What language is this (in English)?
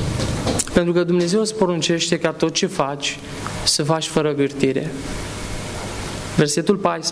Romanian